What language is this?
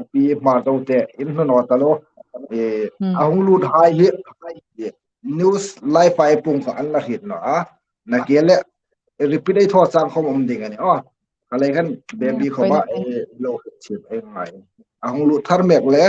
Hmar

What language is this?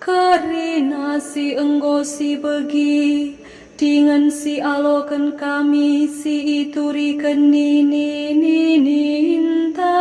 Batak Karo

